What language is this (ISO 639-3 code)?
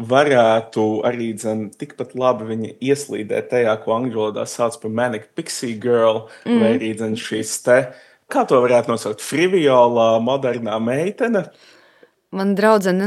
lav